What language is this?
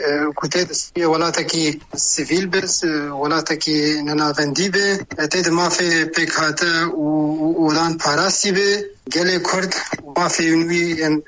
Kurdish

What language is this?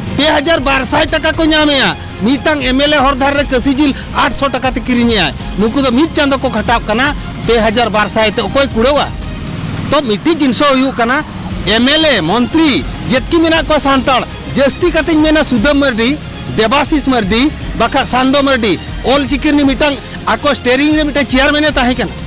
Santali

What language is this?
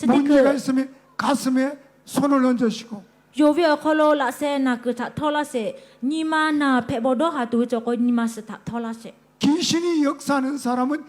Lahu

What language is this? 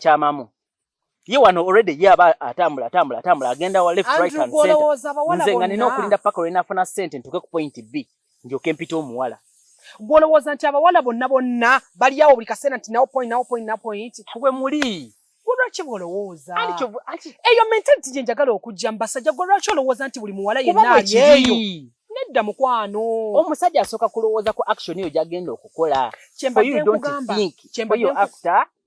Ganda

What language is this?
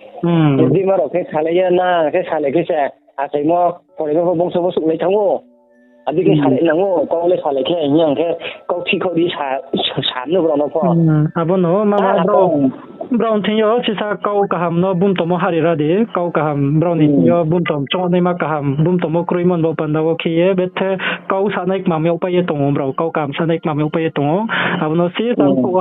Riang (India)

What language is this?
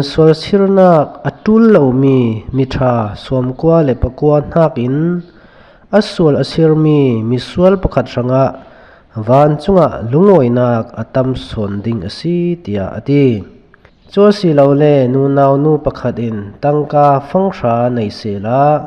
Falam Chin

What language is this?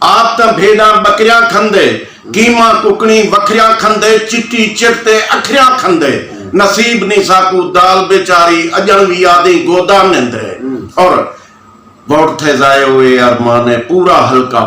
Saraiki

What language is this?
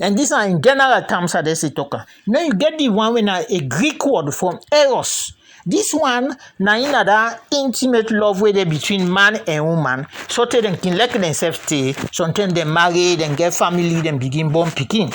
Krio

